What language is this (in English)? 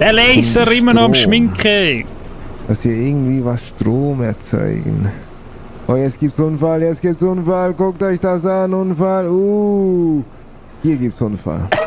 Swiss German